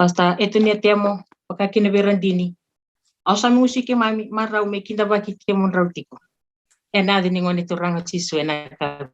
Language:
Fijian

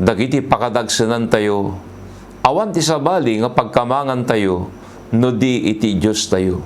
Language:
Iloko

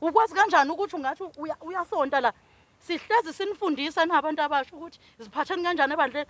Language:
Zulu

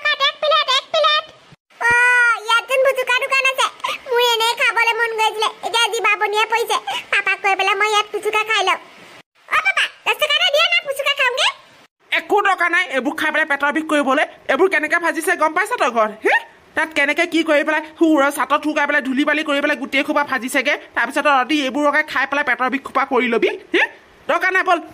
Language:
Assamese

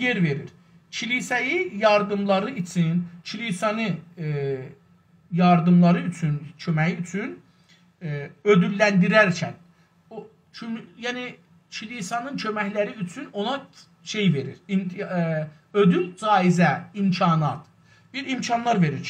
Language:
South Azerbaijani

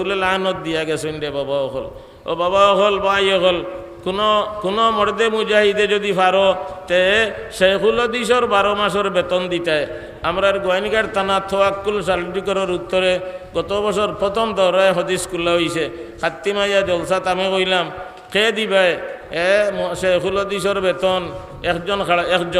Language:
Sylheti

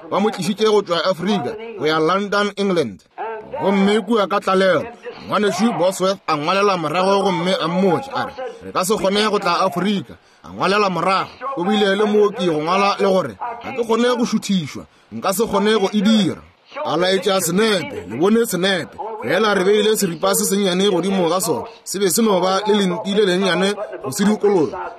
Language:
Northern Sotho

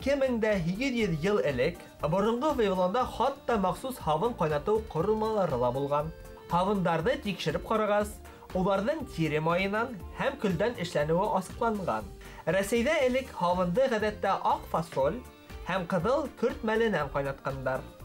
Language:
Bashkir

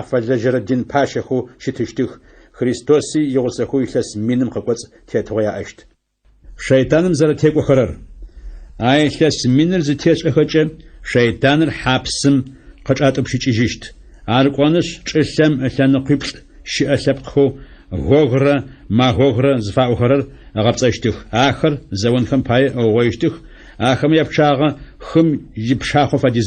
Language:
Adyghe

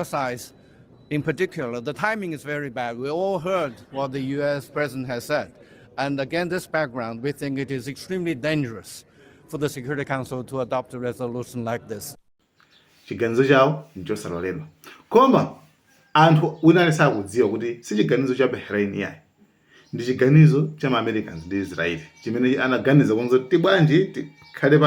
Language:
Nyanja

